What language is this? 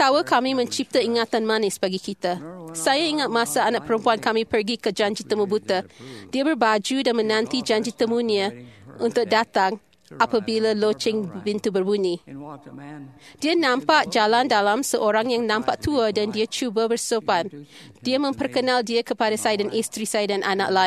Malay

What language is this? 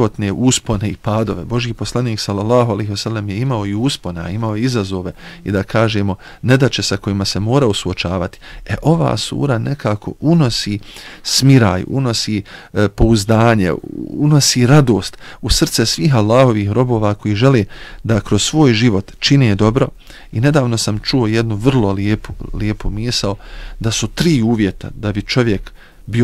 Bosnian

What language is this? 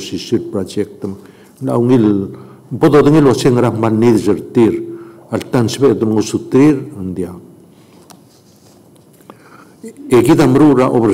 Palauan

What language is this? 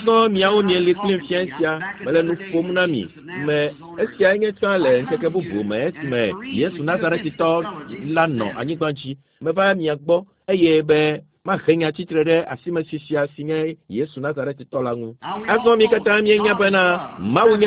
Ewe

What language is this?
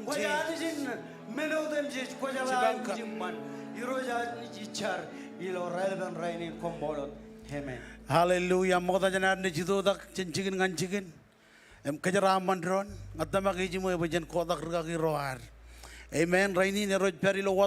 Marshallese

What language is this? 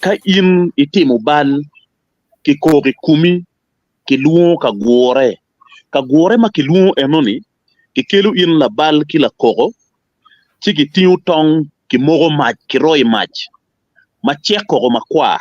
Acoli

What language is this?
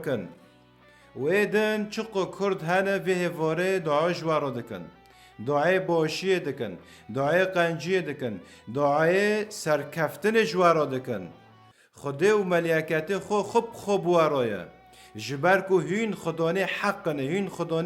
Kurdish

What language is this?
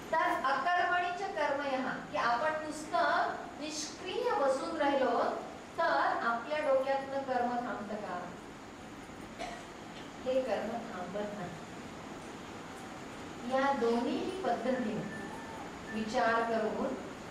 Marathi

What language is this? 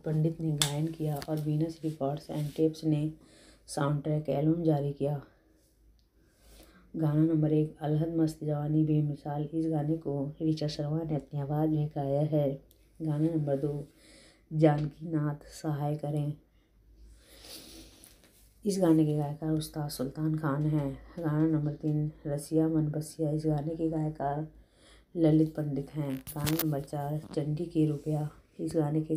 Hindi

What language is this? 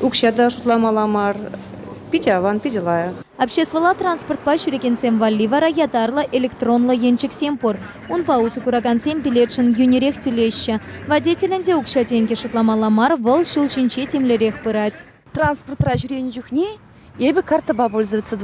Chuvash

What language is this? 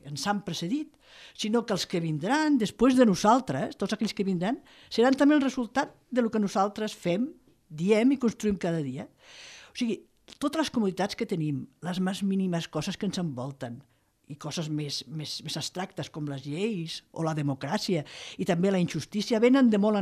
Catalan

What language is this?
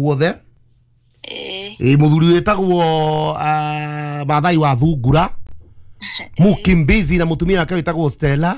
Kikuyu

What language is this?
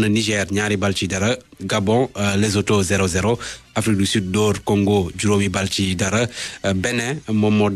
Wolof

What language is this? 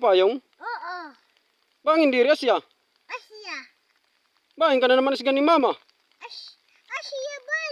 Waray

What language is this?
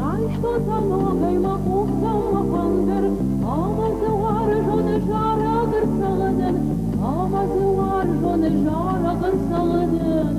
Ossetic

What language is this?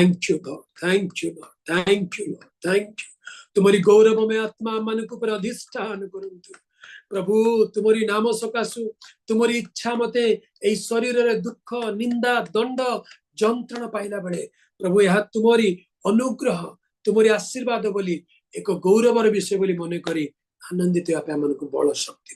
Odia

